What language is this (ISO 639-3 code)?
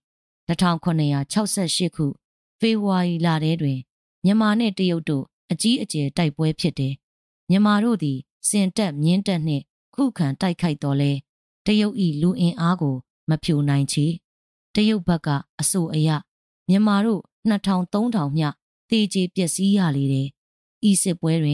mya